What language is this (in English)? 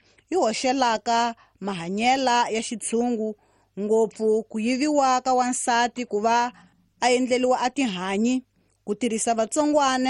Tsonga